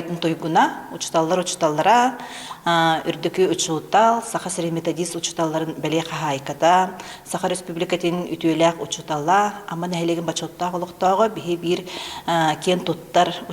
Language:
Yakut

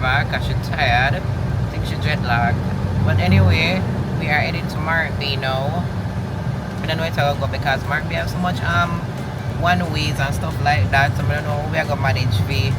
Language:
Jamaican Creole English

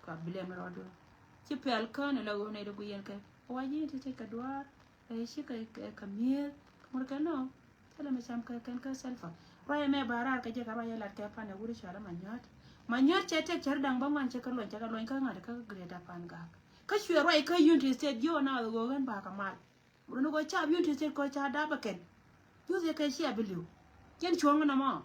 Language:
Nuer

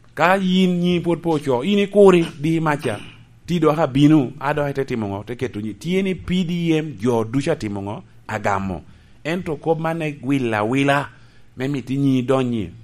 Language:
Lango (Uganda)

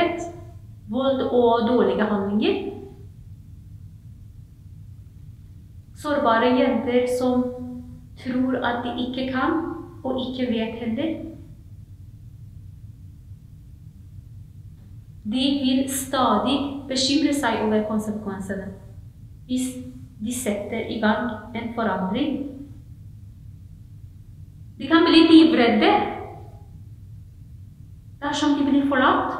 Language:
Norwegian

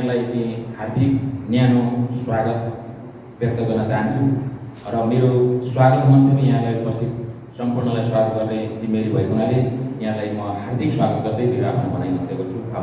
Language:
Nepali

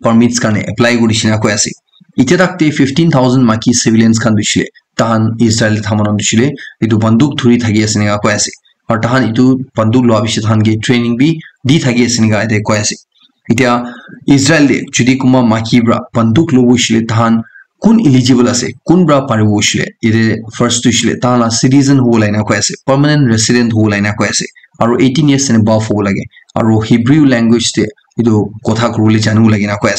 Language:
Naga Pidgin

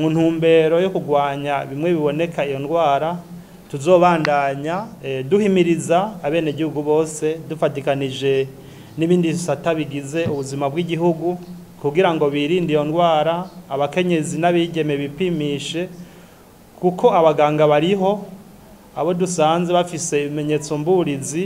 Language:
Rundi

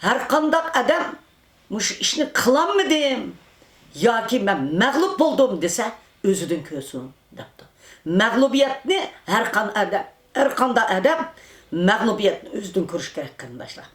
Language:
Uyghur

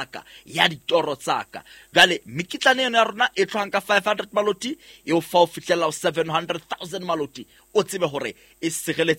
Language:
Southern Sotho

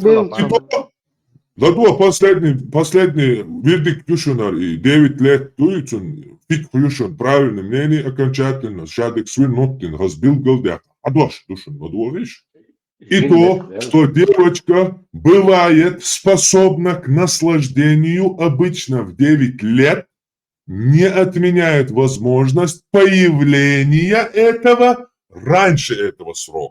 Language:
Chechen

